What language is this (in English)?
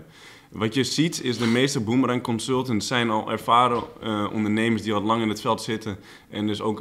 Dutch